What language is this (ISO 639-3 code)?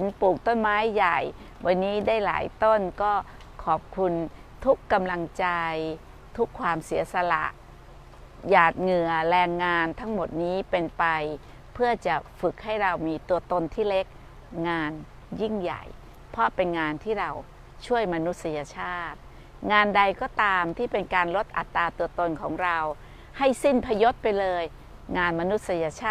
tha